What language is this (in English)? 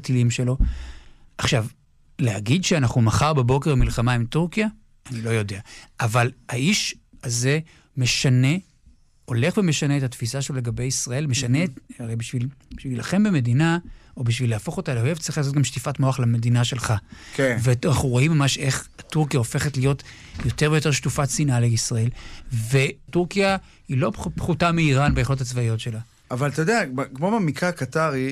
Hebrew